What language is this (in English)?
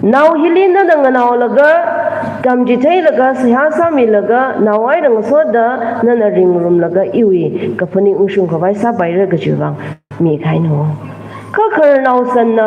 Tangkhul Naga (India)